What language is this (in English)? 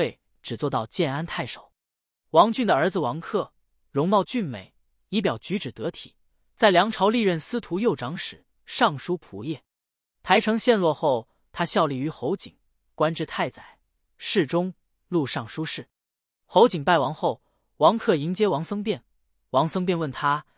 Chinese